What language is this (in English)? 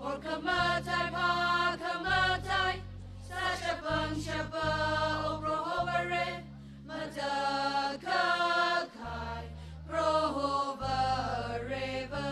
Tangkhul Naga (India)